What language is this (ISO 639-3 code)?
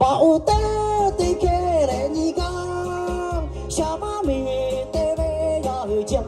lhu